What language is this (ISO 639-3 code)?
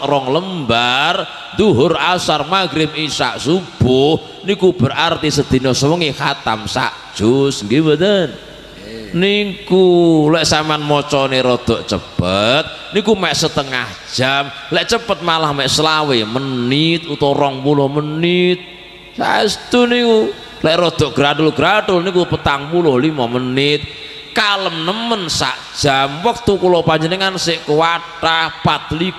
jav